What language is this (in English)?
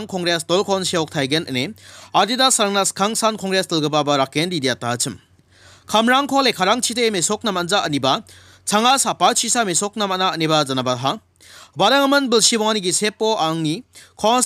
Garo